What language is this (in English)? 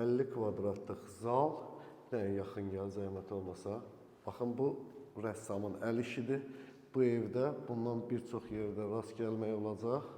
Azerbaijani